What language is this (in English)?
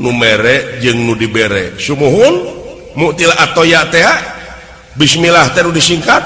Sundanese